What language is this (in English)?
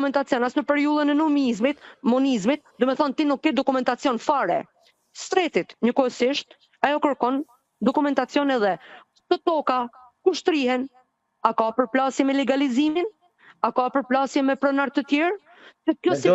Albanian